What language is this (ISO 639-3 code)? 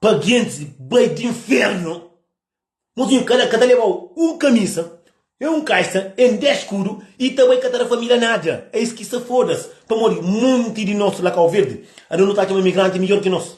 kea